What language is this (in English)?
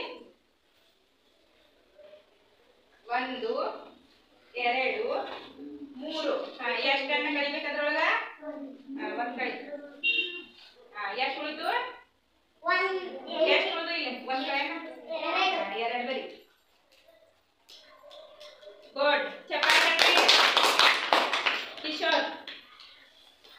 Kannada